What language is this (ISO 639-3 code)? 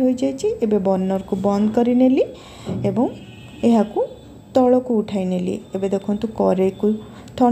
ori